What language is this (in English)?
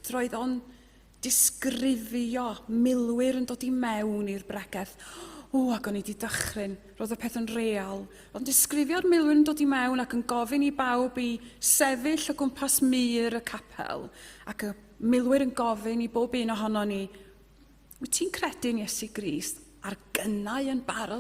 Welsh